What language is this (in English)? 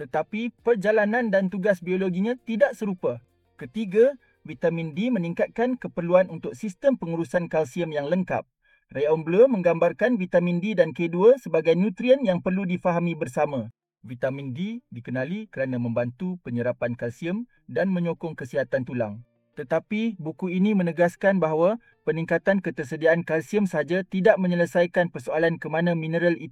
Malay